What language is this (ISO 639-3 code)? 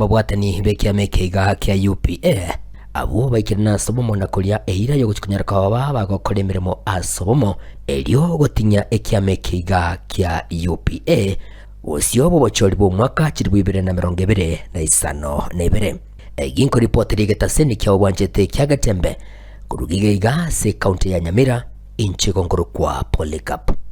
guz